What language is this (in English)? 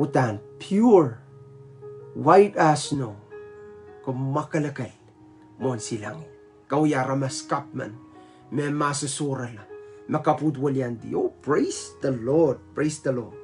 Pohnpeian